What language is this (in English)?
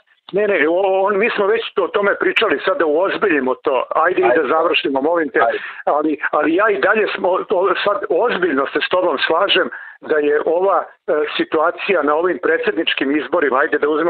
Serbian